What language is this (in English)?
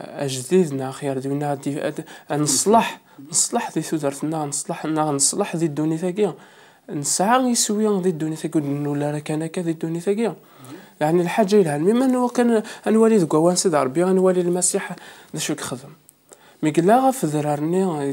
Kabyle